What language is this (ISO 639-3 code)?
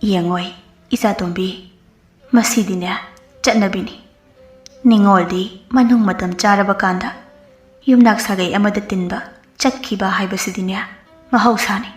mni